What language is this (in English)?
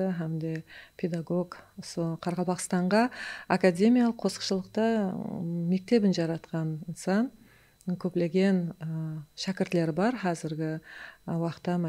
Kara-Kalpak